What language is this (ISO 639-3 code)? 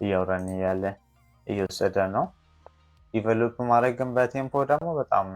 amh